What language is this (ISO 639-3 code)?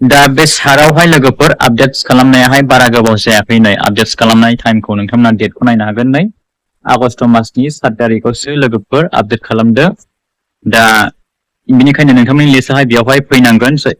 brx